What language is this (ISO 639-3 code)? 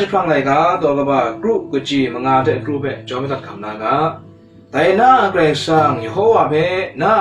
kac